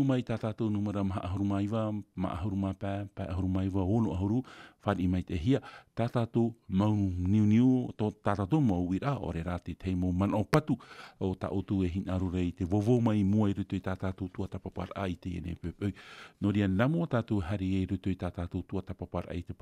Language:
Tahitian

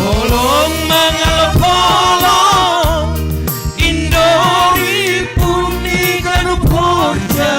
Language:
Batak Simalungun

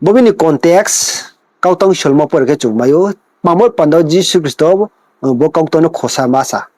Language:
Riang (India)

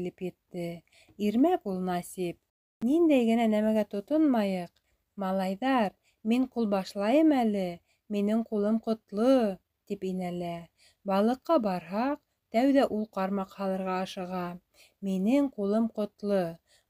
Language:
Bashkir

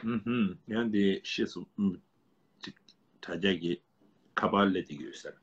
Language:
Tibetan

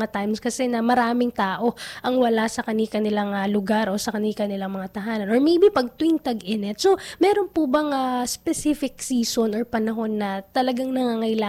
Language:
Filipino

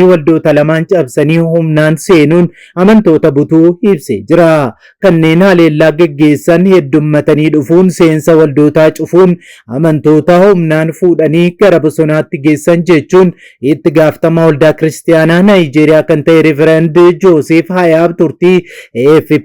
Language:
Oromo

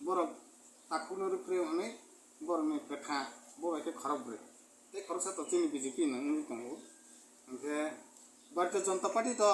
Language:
Kok Borok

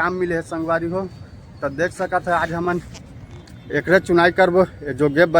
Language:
Chhattisgarhi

